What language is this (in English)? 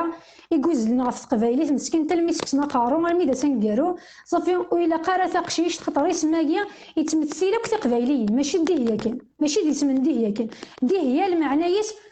Kabyle